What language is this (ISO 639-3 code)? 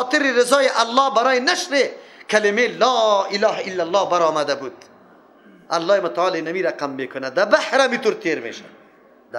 fas